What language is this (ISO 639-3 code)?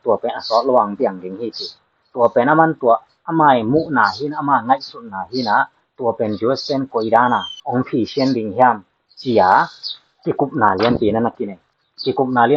ctd